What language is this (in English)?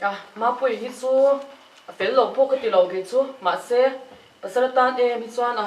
Mizo